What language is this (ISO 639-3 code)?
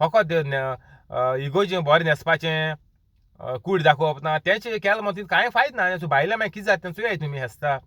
kok